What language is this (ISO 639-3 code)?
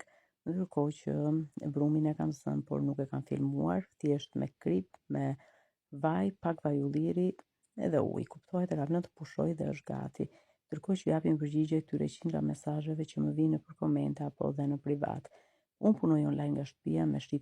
sqi